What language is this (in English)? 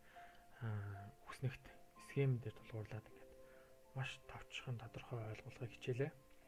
Mongolian